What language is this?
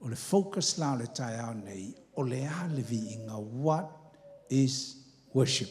Samoan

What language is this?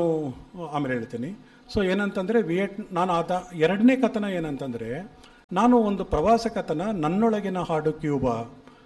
Kannada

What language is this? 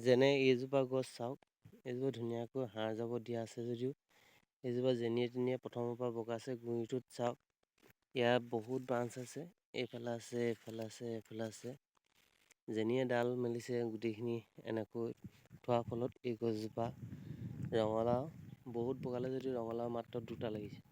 Assamese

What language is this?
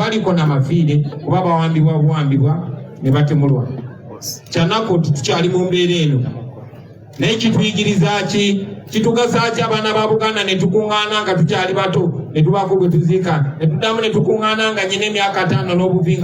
Ganda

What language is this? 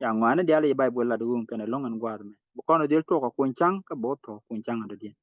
Nuer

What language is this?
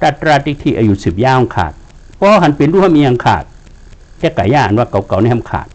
Shan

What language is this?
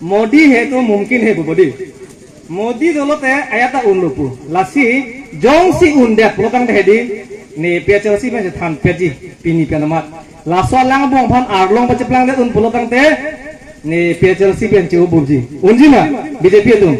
Karbi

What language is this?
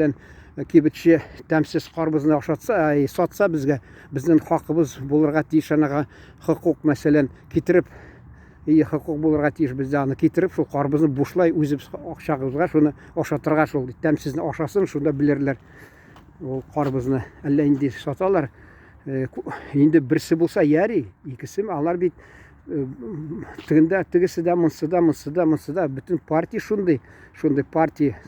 Tatar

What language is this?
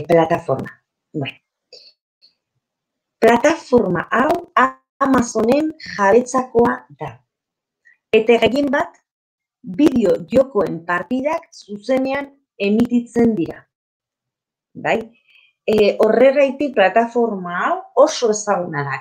Basque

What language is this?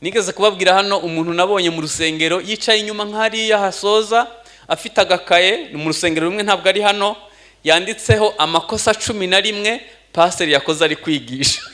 Kinyarwanda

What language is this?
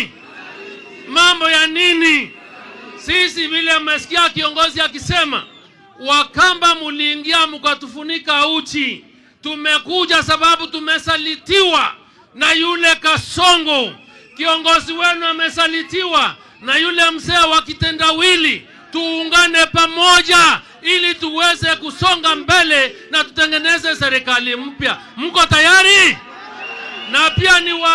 Swahili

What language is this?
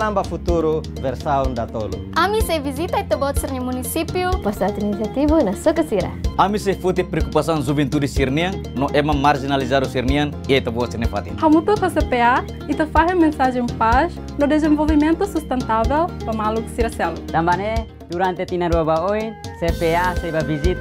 Tetum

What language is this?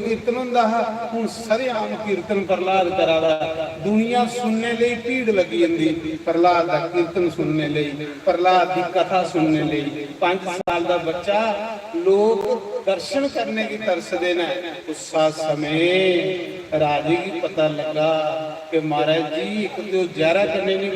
Dogri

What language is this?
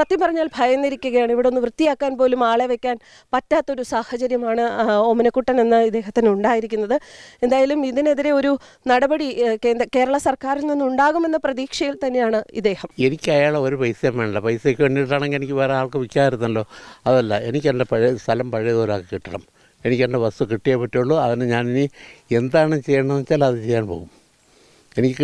Malayalam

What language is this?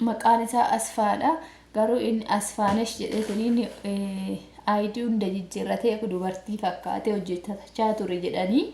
Oromo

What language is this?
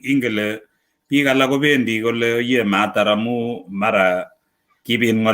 Kalenjin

